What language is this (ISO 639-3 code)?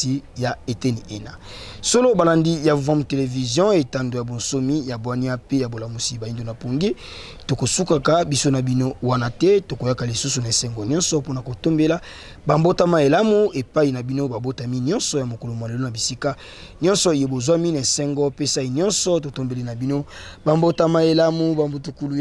lin